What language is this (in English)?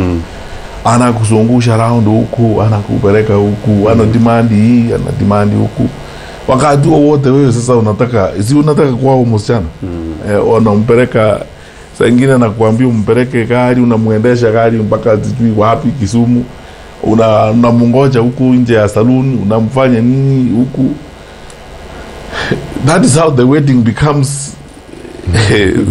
Kikuyu